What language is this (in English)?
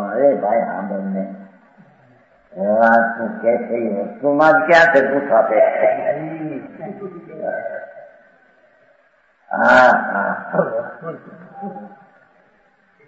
Gujarati